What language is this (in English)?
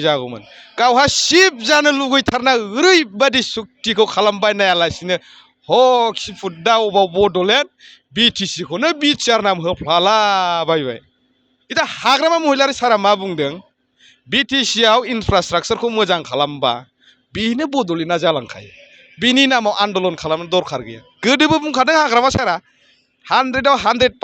Bodo